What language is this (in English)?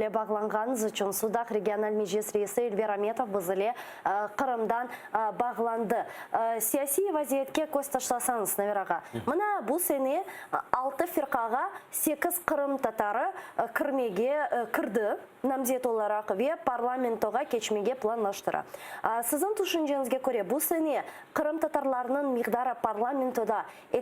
Crimean Tatar